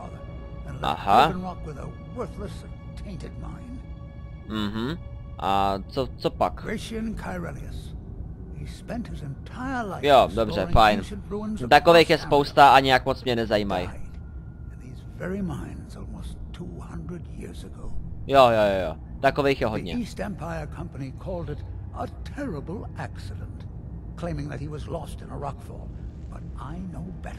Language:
Czech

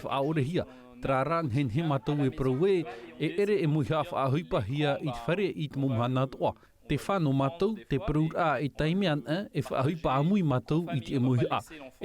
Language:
Tahitian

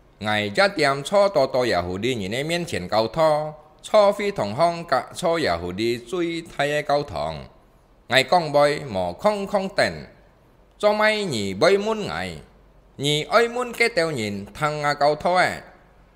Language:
Hakka Chinese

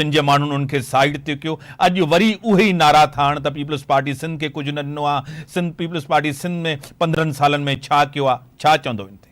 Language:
Sindhi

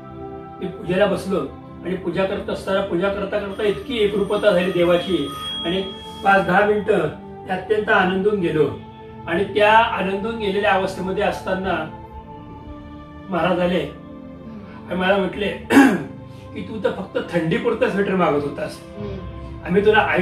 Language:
Marathi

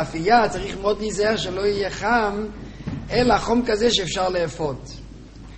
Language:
Hebrew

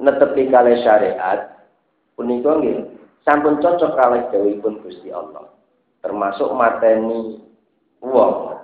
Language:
Javanese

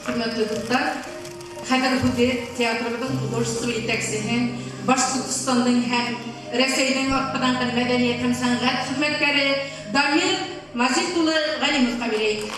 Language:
Bashkir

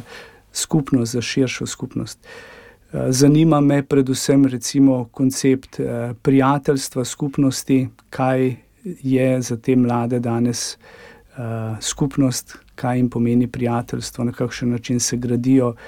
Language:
Slovenian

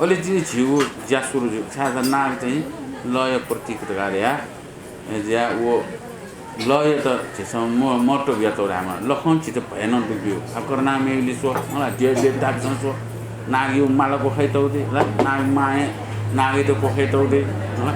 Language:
Newari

